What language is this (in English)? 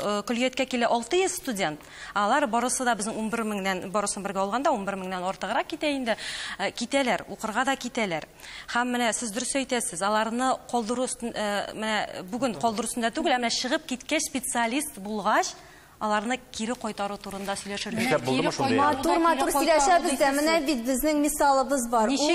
Tatar